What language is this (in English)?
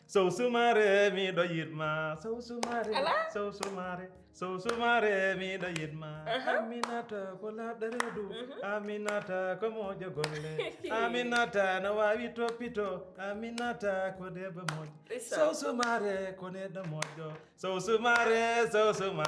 Fula